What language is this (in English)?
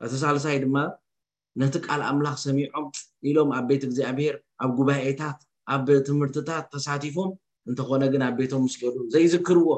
Tigrinya